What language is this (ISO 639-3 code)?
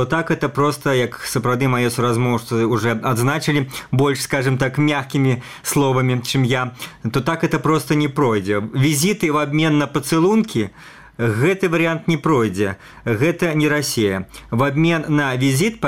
bel